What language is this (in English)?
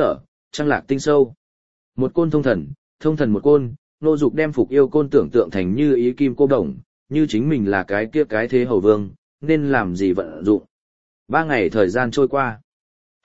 Vietnamese